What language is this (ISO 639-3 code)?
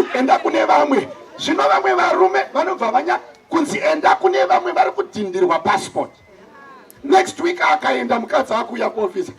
sna